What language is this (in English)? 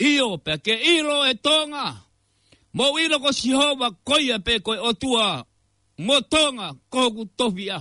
Tongan